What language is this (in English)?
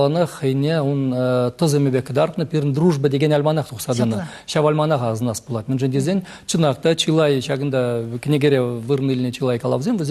Chuvash